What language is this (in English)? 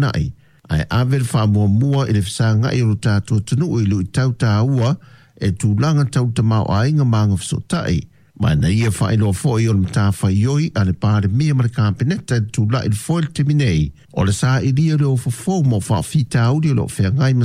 Samoan